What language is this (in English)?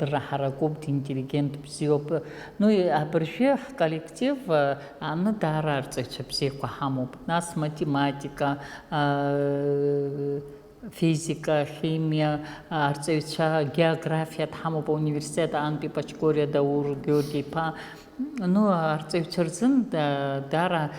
Abkhazian